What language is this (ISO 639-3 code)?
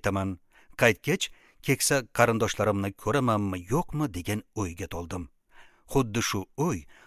uzb